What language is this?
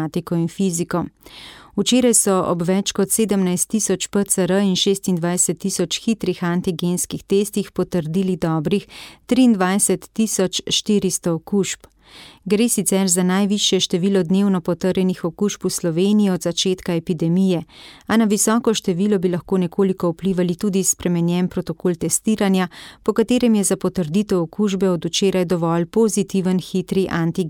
Slovenian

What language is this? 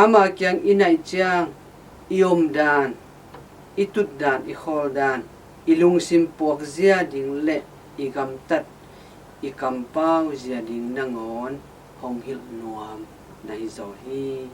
Tedim Chin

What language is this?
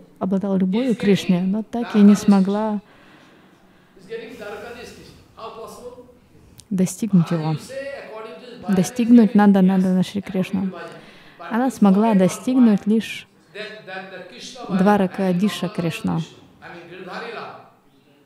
Russian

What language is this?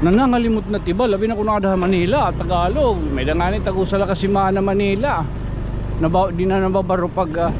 Waray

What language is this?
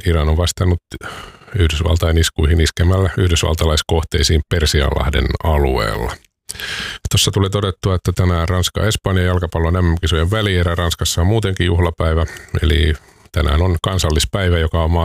Finnish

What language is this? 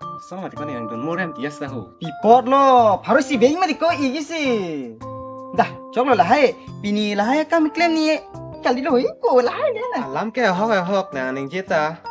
Karbi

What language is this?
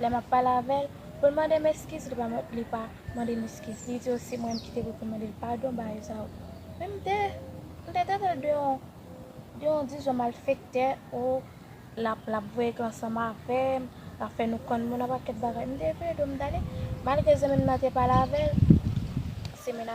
Haitian Creole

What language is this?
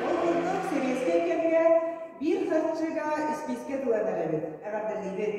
Yakut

